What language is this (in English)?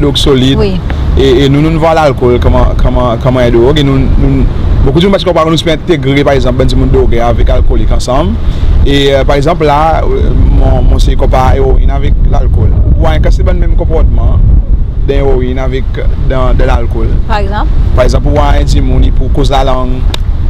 Seselwa Creole French